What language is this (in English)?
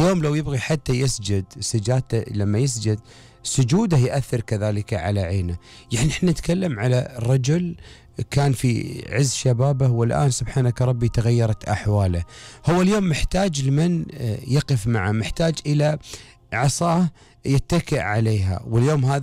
Gulf Arabic